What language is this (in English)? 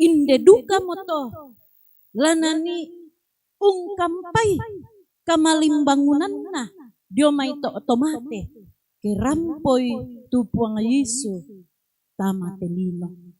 Toraja-Sa'dan